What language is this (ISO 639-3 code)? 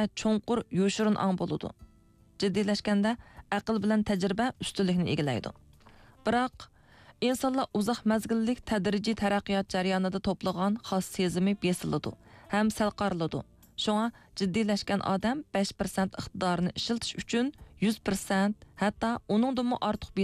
uig